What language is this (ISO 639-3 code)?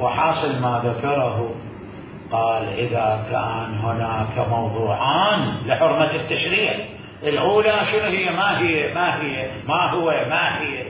acm